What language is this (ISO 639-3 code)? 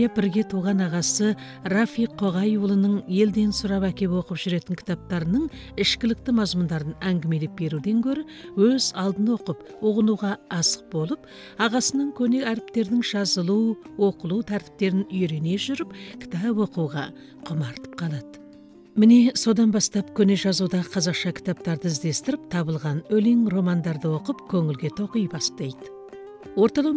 kaz